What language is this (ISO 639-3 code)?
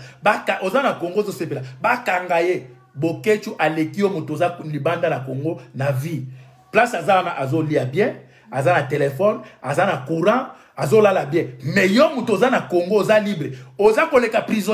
lin